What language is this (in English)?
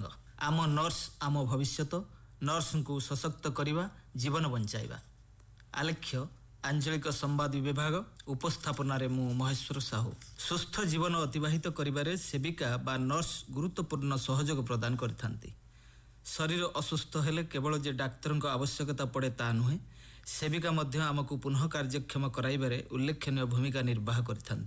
Odia